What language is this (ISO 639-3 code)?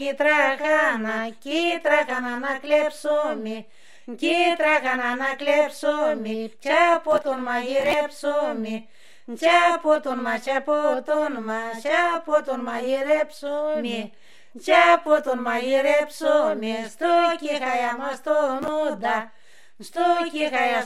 ell